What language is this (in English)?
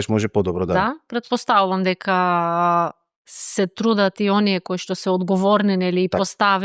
Macedonian